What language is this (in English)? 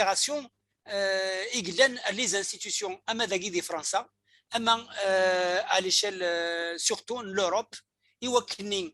Kabyle